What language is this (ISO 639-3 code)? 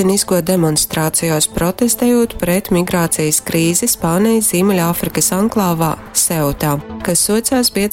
ltg